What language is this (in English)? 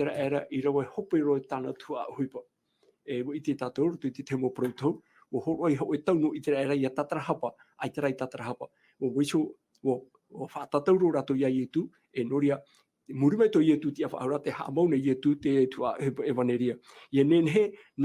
Tahitian